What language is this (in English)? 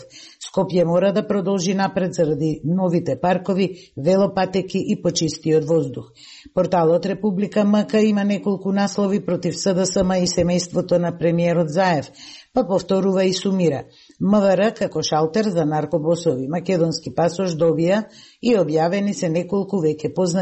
Macedonian